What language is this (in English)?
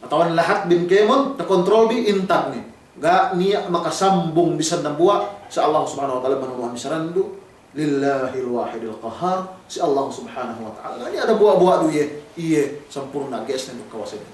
Yakan